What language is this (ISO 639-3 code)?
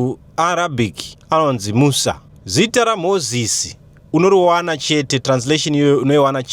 sna